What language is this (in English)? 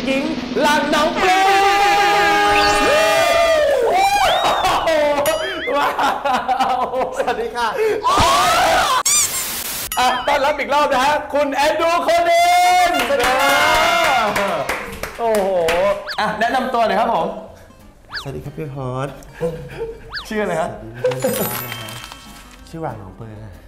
Thai